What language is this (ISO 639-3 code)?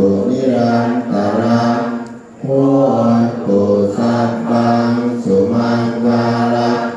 pli